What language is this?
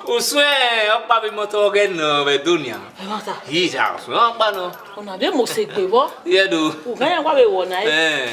Bini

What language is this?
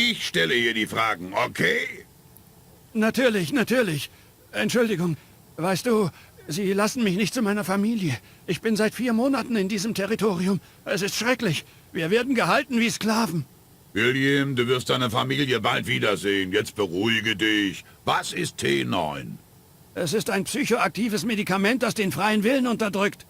Bavarian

